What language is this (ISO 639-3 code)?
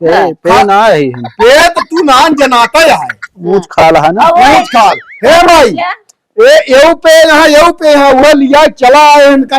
awa